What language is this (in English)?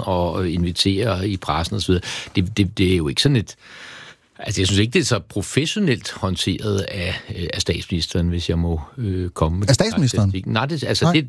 Danish